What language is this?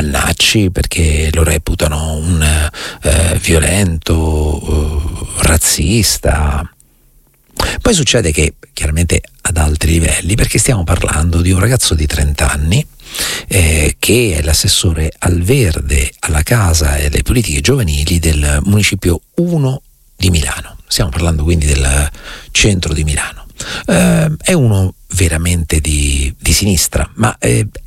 Italian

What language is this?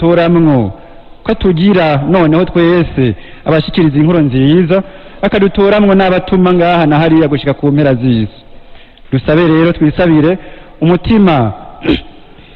Rundi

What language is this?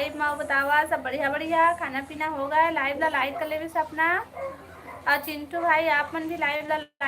Chhattisgarhi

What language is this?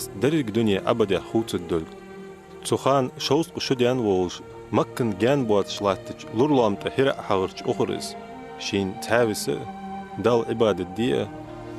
Ingush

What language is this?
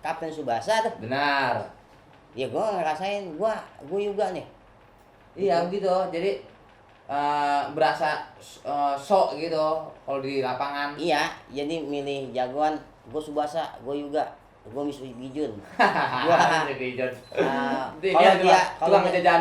Betawi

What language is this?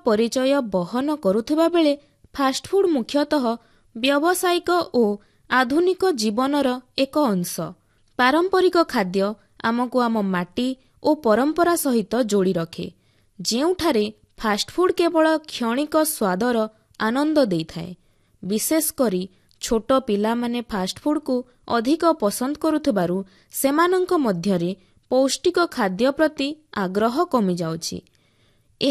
Odia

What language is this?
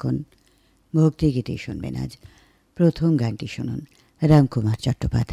Bangla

